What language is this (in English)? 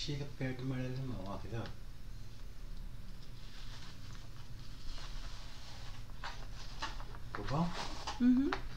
Portuguese